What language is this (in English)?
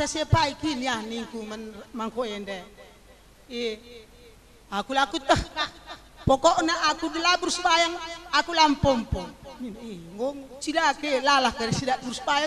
Batak Karo